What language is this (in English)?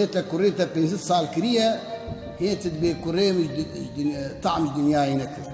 Kurdish